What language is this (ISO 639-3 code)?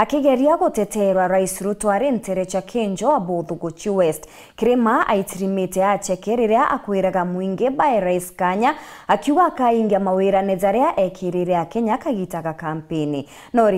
mer